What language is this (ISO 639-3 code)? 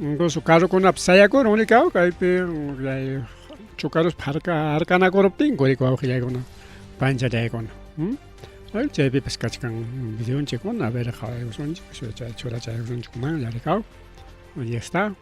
quy